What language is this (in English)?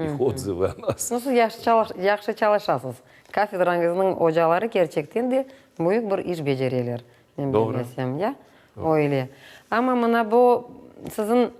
Crimean Tatar